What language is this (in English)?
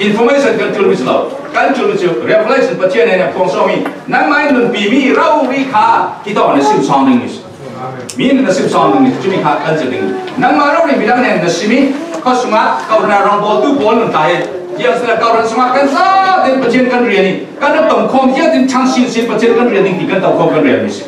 Falam Chin